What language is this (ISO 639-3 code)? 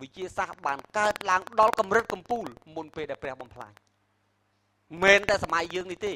khm